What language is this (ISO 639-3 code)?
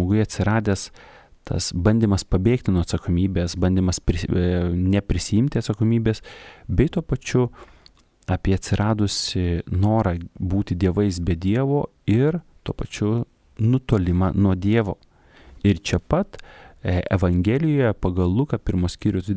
lit